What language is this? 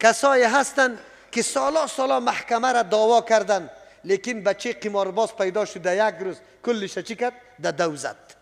Persian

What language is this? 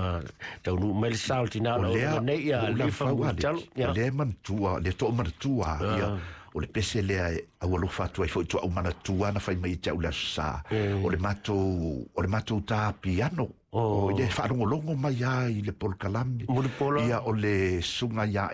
Samoan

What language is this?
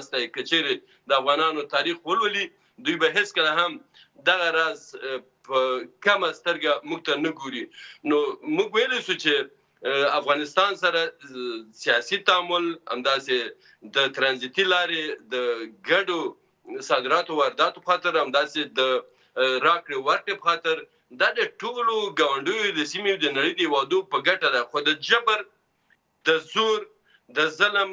Pashto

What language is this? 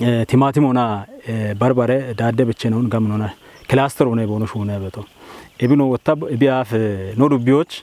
Kafa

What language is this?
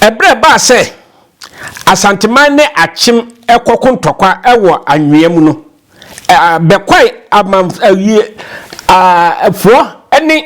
Akan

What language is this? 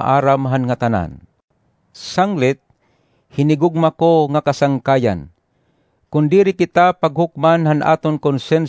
Waray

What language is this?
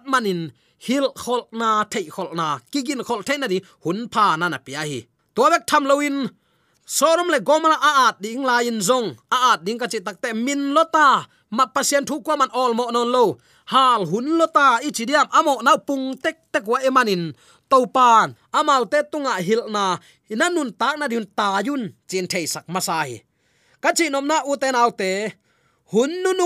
Tedim Chin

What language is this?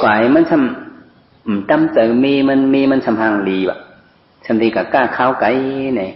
Shan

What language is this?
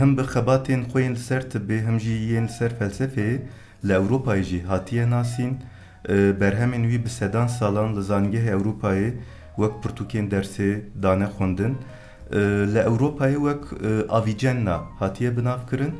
Kurdish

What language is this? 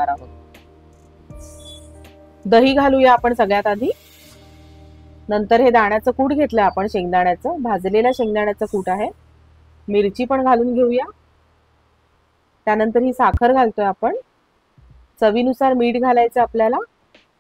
Marathi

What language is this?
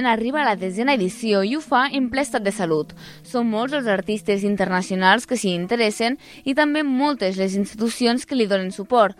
Catalan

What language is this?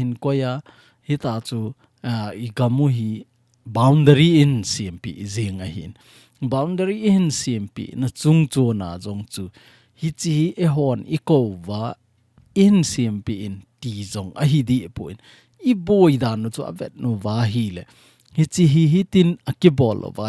Thado Chin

